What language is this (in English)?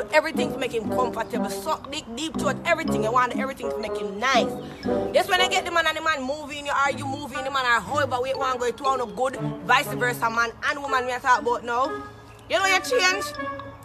Jamaican Creole English